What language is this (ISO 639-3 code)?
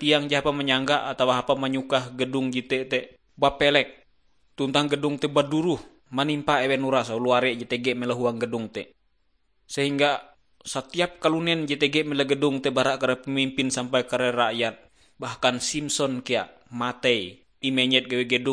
nij